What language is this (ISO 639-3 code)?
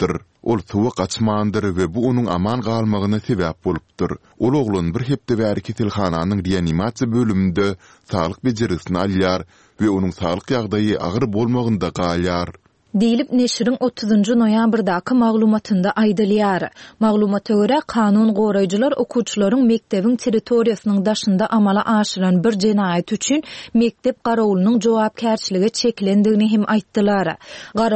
tuk